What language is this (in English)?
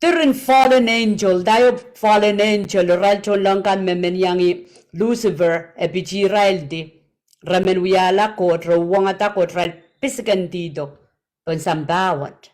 Pohnpeian